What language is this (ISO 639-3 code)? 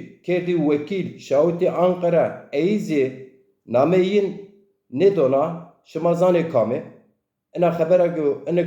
zza